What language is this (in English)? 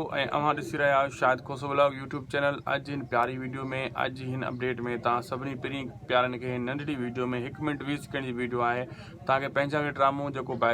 Sindhi